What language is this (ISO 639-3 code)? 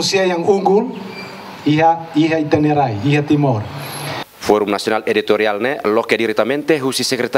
tet